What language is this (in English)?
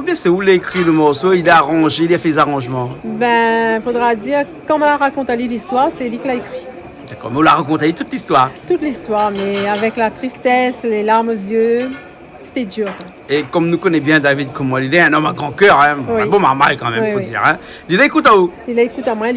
Réunion Creole French